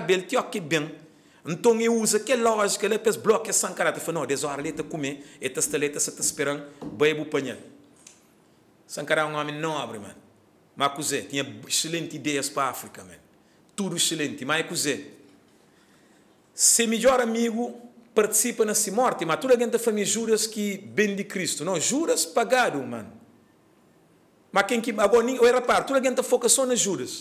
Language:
Portuguese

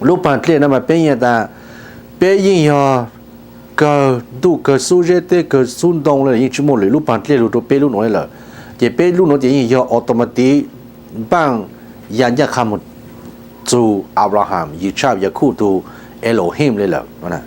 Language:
Hmong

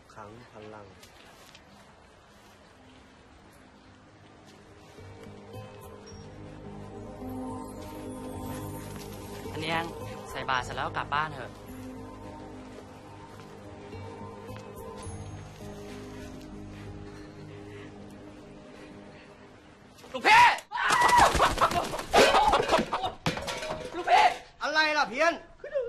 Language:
Thai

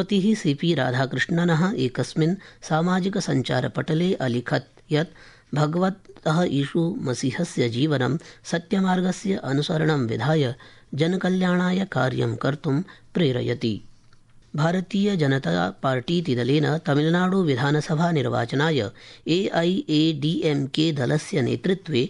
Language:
Sanskrit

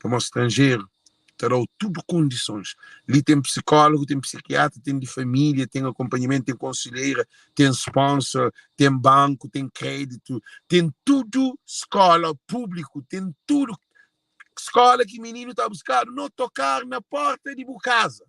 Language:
Kabuverdianu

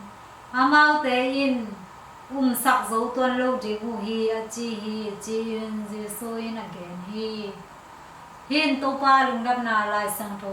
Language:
Tedim Chin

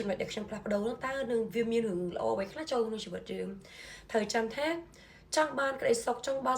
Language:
Khmer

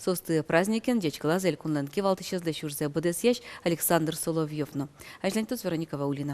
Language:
Udmurt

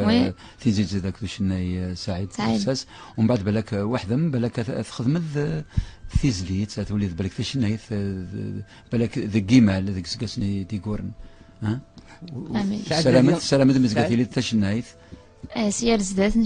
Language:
Kabyle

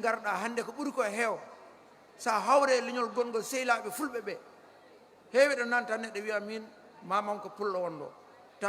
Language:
Fula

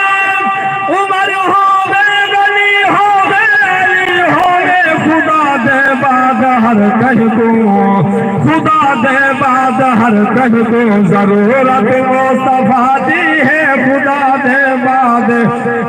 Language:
Saraiki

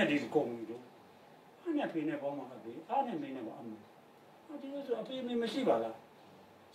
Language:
Burmese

